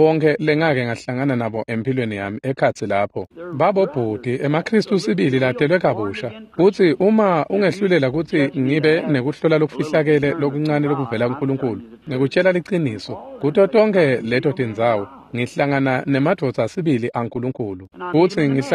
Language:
Swati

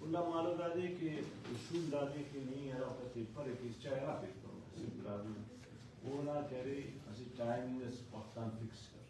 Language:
Brahui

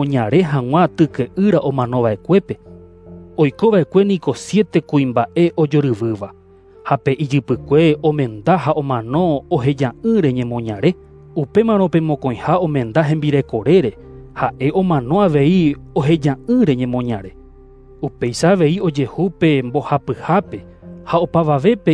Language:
Guarani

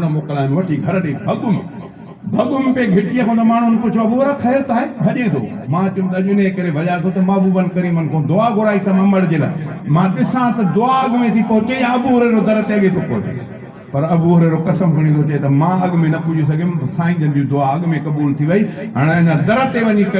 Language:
Sindhi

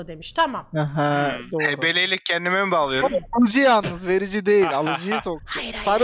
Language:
Turkish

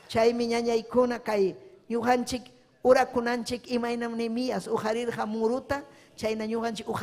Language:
Ayacucho Quechua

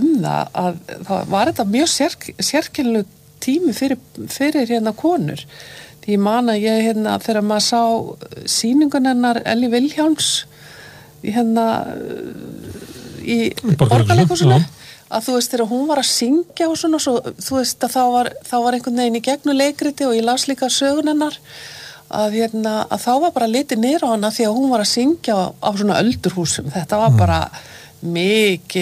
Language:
Icelandic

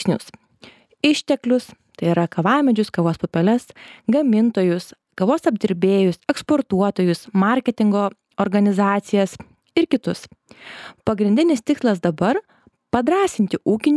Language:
Lithuanian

